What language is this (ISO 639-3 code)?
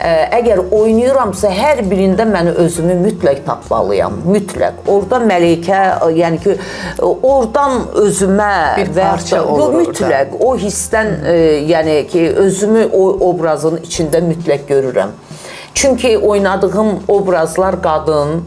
aze